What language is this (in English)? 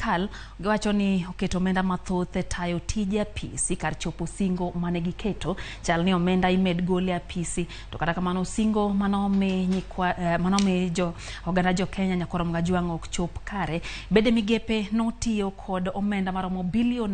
Luo (Kenya and Tanzania)